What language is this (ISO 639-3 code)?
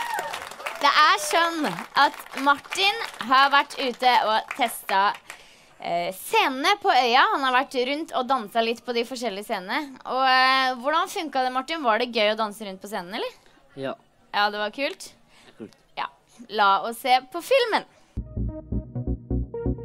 nor